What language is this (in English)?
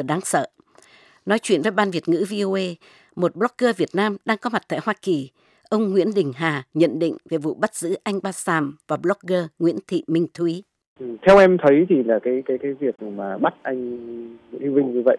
Vietnamese